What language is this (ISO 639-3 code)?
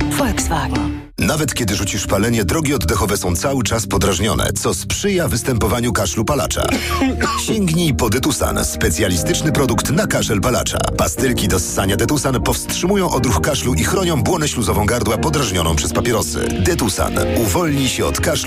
pol